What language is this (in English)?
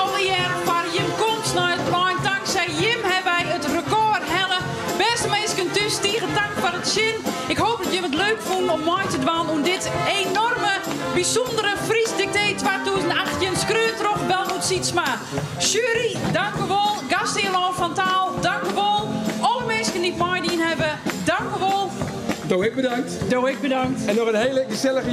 Western Frisian